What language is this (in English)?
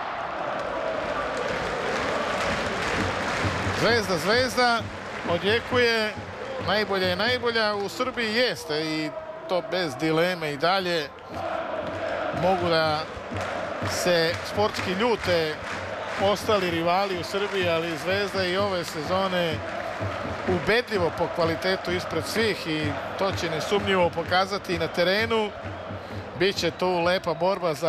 Serbian